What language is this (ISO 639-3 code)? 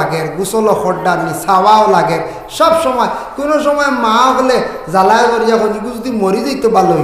syl